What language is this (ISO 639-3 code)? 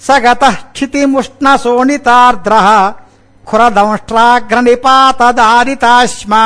san